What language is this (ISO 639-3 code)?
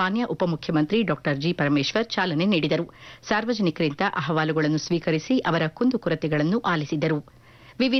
kan